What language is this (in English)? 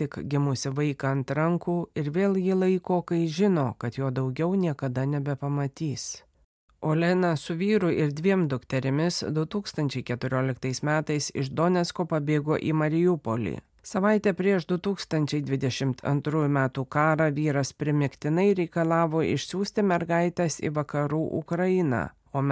Lithuanian